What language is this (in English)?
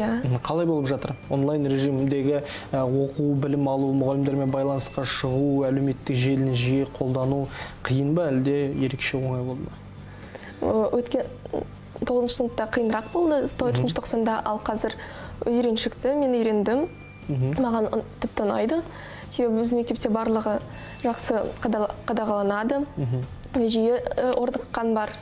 Kazakh